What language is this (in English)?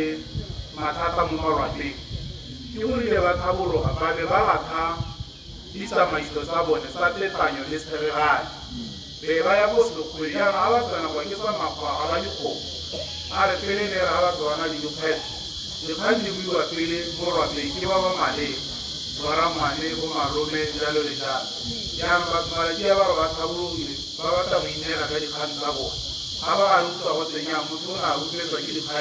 Tswana